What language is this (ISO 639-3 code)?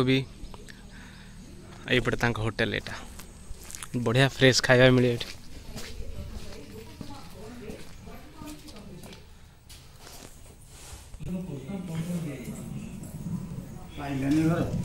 ori